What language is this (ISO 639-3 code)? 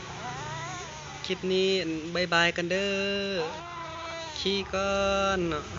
lao